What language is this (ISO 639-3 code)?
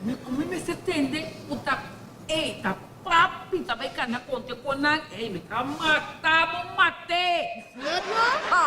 pap